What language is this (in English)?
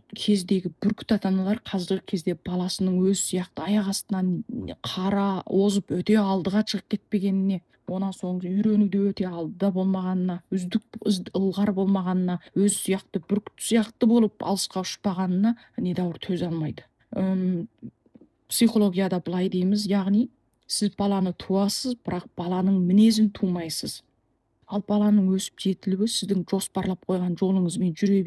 Kazakh